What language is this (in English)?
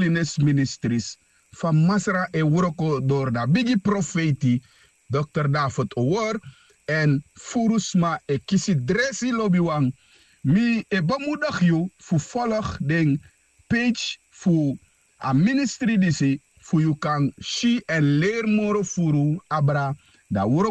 Sranan Tongo